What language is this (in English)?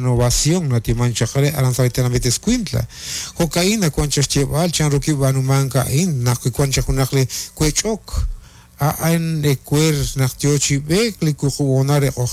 Kekchí